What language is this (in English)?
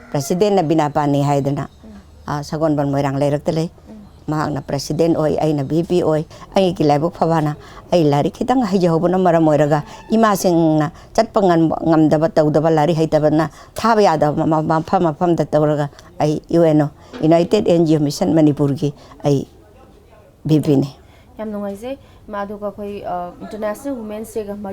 Manipuri